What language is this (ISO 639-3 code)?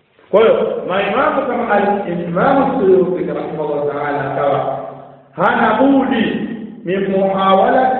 swa